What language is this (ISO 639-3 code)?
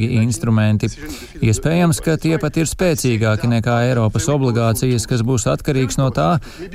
lav